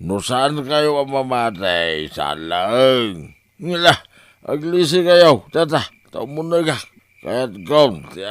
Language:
Iloko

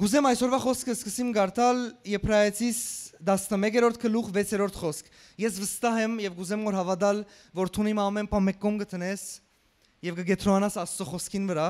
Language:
Western Armenian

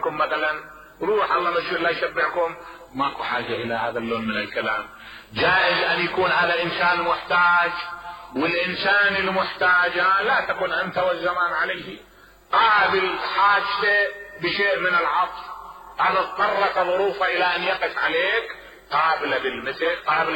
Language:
Mesopotamian Arabic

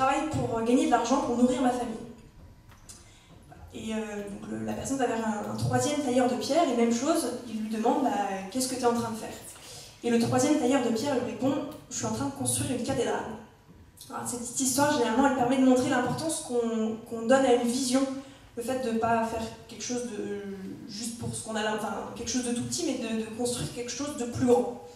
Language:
French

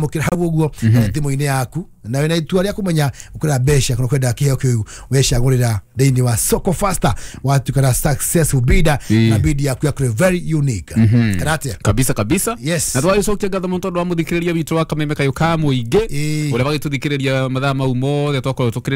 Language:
Kikuyu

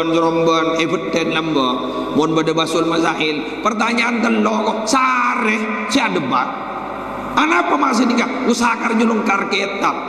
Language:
Madurese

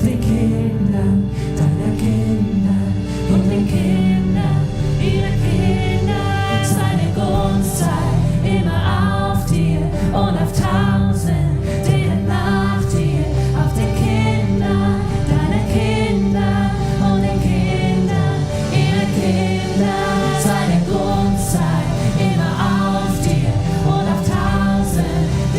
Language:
Swiss German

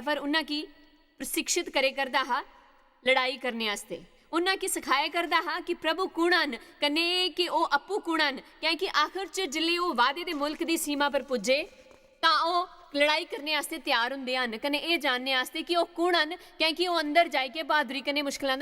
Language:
Dogri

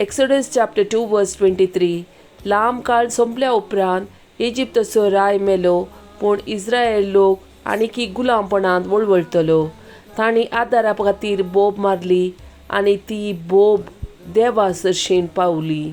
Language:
Konkani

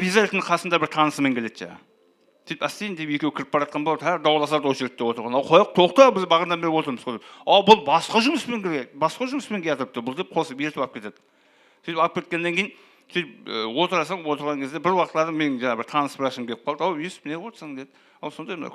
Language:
Kara-Kalpak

